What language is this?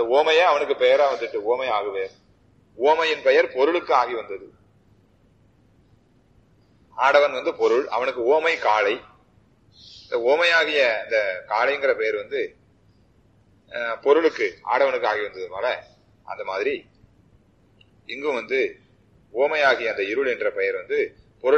Tamil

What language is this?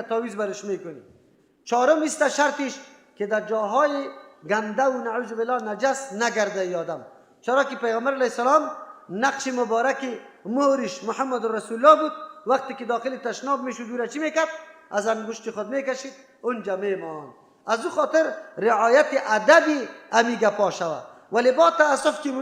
Persian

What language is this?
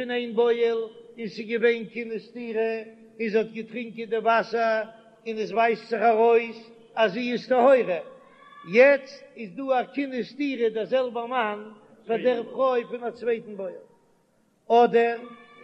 Yiddish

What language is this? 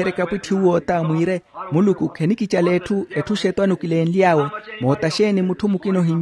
Makhuwa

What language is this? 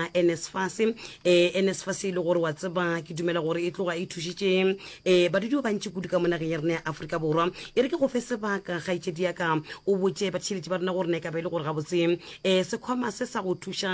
Northern Sotho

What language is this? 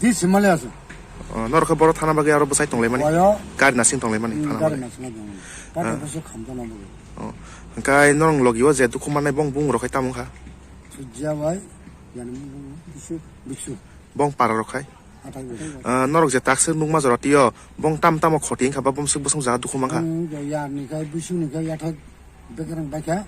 Kok Borok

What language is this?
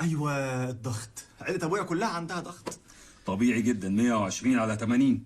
Egyptian Arabic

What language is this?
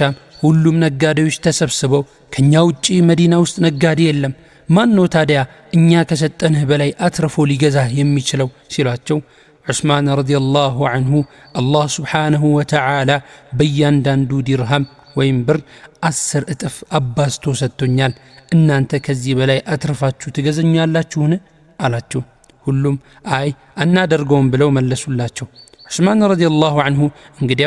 Amharic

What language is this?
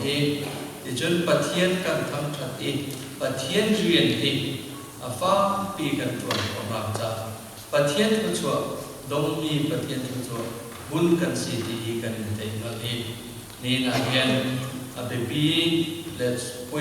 Hakha Chin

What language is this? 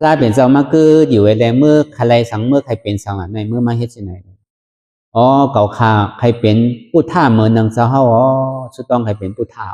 Shan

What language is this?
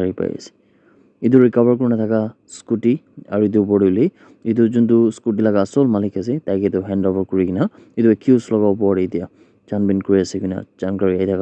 Naga Pidgin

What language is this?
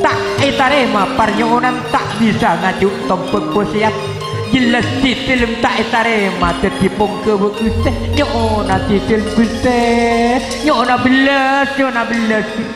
Madurese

